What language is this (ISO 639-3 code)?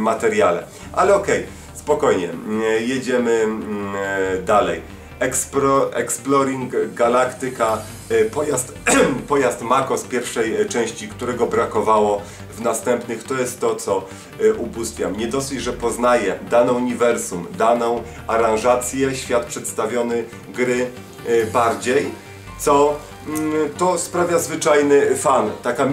pol